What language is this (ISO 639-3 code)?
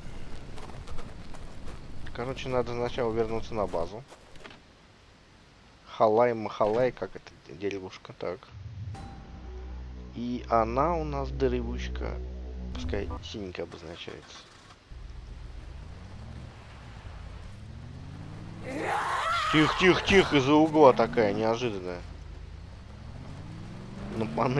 rus